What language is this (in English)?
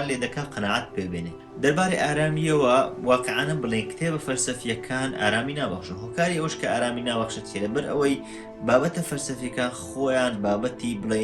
Central Kurdish